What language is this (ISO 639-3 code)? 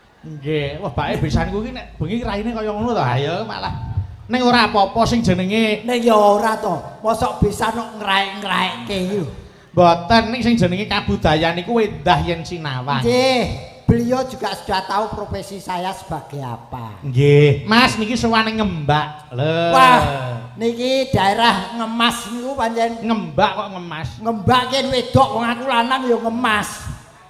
jav